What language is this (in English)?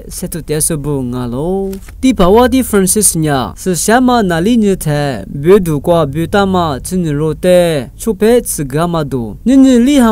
Lisu